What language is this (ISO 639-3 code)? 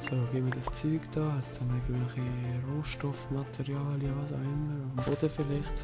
gsw